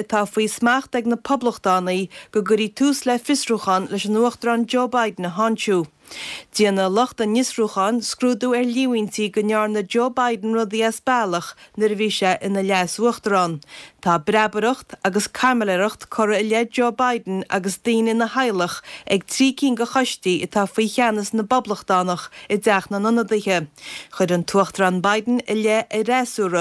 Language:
Irish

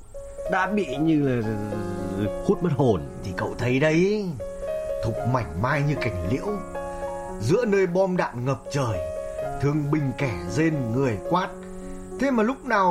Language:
Vietnamese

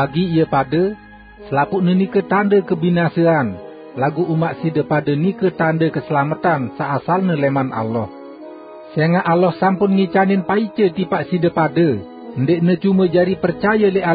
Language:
Sasak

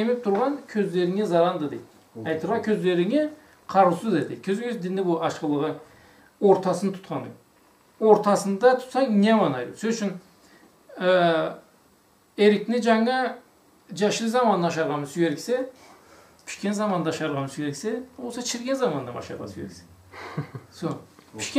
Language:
Karachay-Balkar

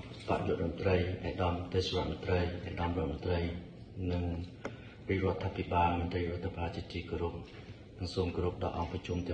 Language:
Khmer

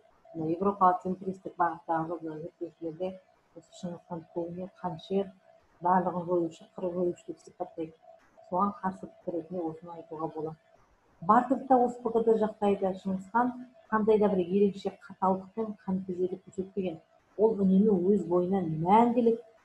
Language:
Kazakh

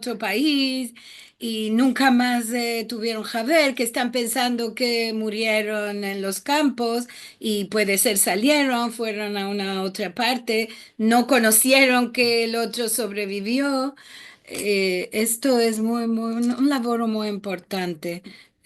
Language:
Ladino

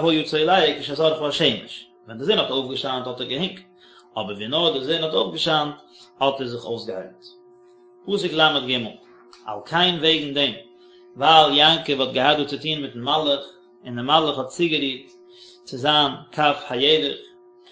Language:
Yiddish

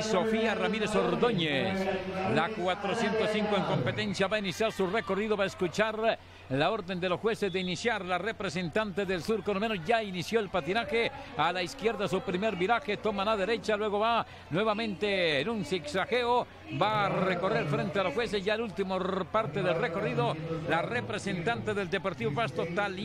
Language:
Spanish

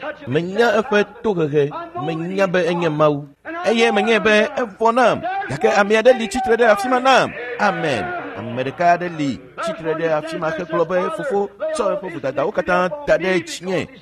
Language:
Ewe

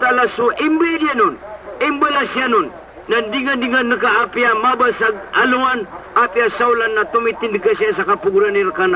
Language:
Maranao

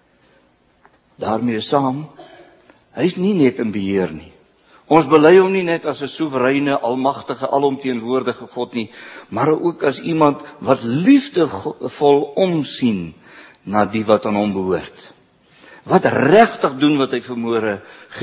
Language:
Afrikaans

